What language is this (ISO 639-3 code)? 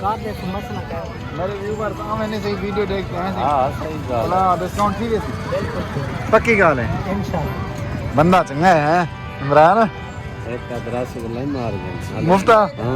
skr